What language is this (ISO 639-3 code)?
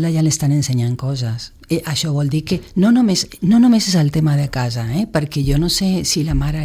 cat